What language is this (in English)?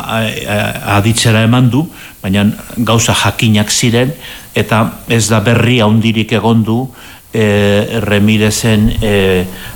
Basque